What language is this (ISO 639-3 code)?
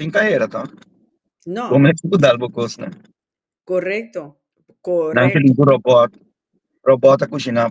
pap